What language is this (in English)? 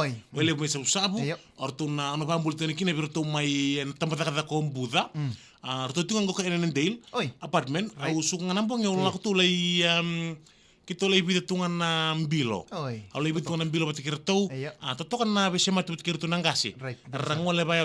Fijian